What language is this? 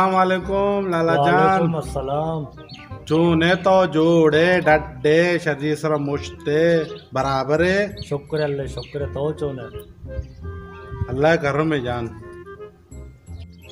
Baluchi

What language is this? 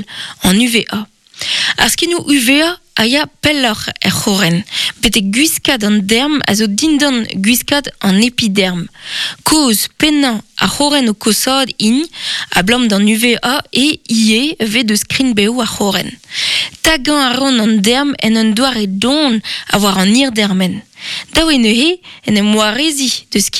Breton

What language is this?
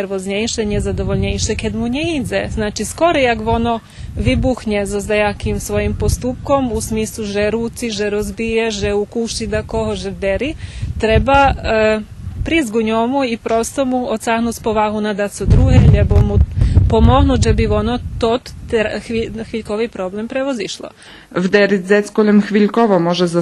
Rusyn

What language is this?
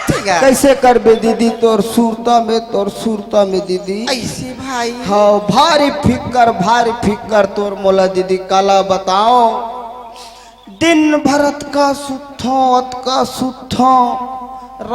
Chhattisgarhi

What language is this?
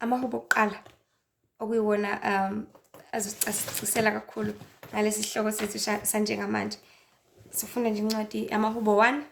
Zulu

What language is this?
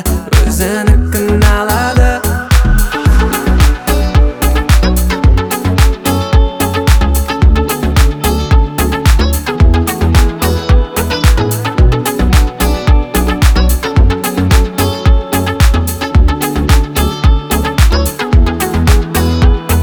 Kazakh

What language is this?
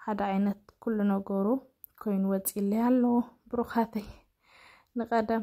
Tigrinya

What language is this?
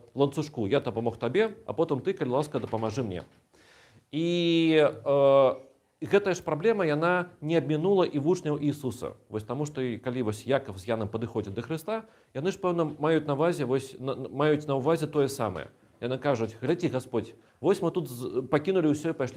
Belarusian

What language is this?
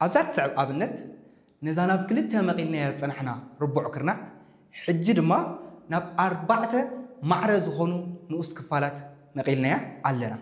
Tigrinya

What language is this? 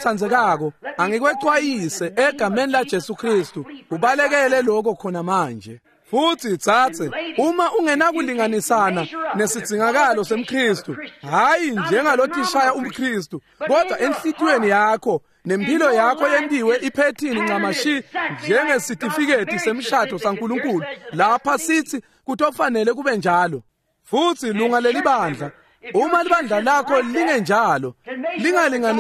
Swati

